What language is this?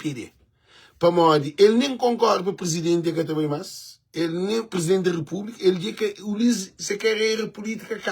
Kabuverdianu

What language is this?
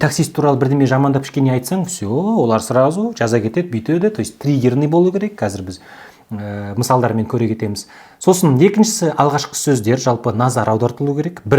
Kazakh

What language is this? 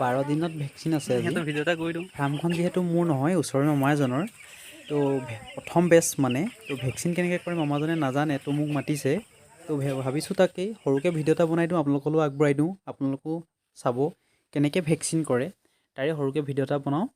Assamese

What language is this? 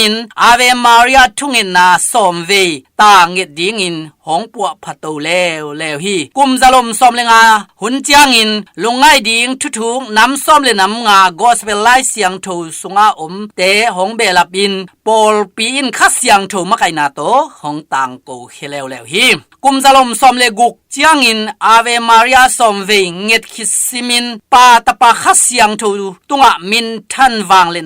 Tedim Chin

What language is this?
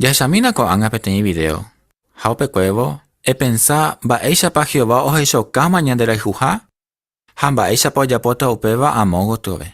Guarani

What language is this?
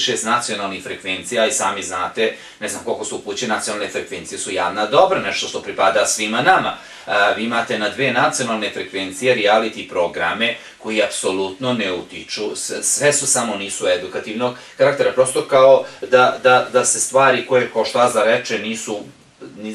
Bosnian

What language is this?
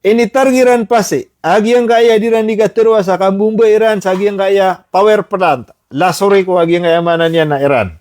Maranao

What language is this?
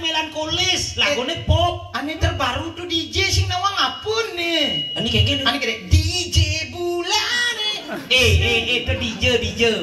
Balinese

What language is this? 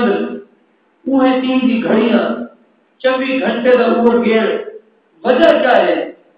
Saraiki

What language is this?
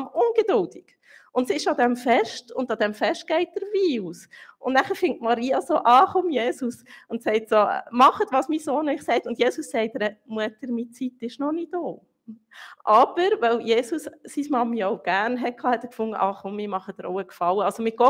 Swiss German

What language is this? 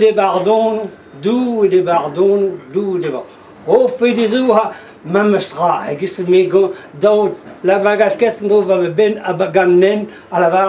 Breton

